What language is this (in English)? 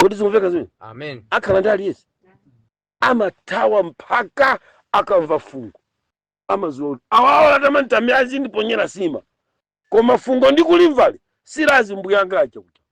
Nyanja